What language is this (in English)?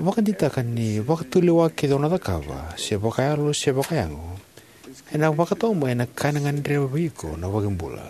Fijian